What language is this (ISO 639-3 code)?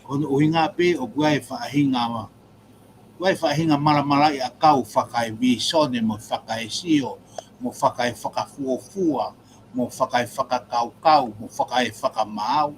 ton